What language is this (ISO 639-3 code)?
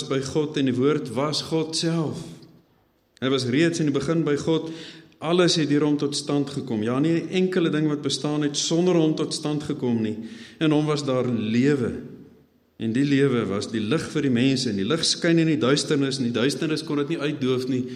afr